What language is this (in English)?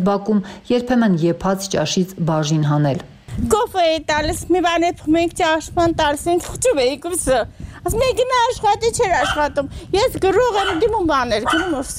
Armenian